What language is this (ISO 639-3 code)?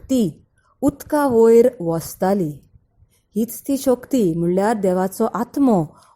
kok